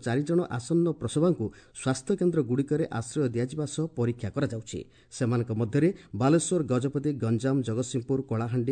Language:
Odia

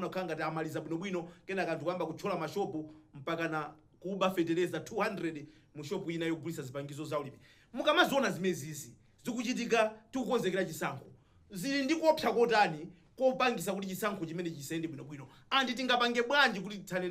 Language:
Nyanja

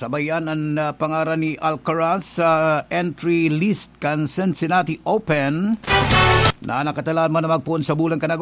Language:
Bikol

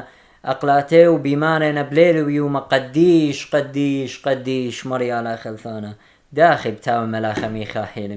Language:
Assyrian Neo-Aramaic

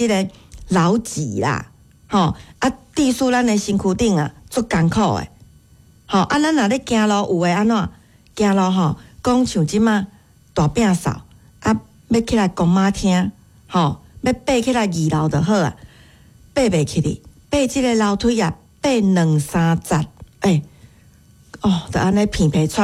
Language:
Min Nan Chinese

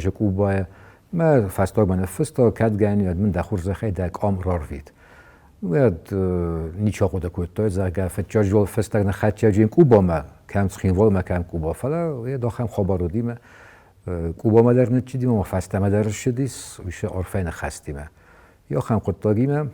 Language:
Ossetic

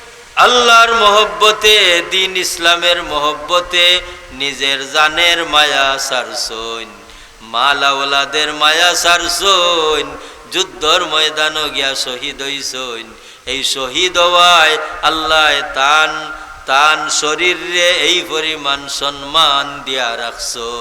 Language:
Sylheti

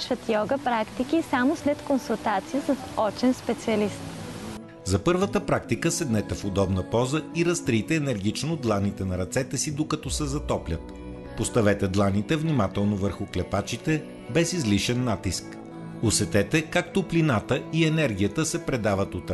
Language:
Bulgarian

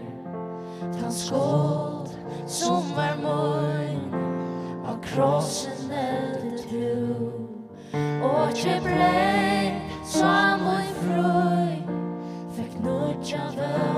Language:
Faroese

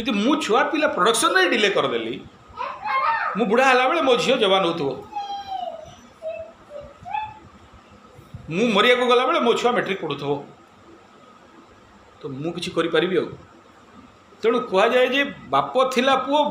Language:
Odia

